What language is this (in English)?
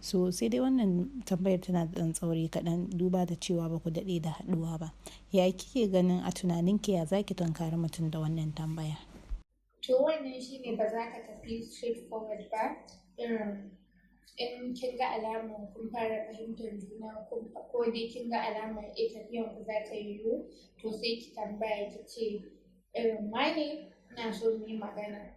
Hausa